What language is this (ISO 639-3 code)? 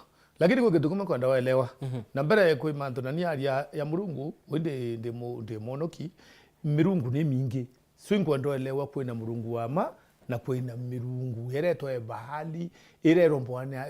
mer